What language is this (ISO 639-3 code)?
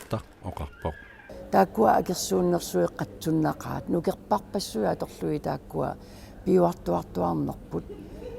kal